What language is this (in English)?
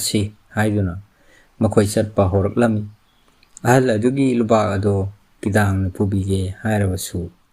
Manipuri